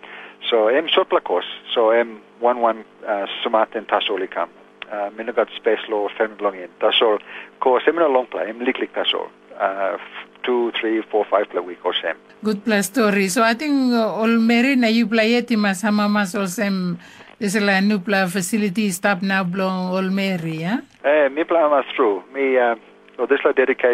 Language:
Tok Pisin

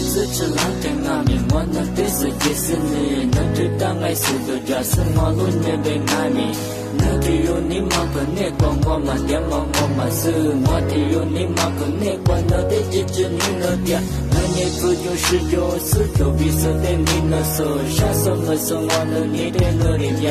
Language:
Lisu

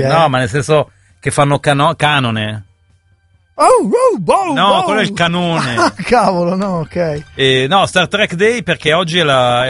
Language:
Italian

